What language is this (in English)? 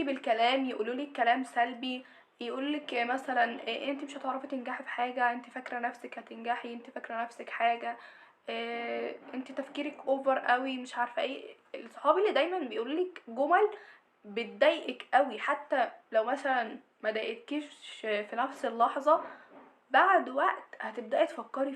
Egyptian Arabic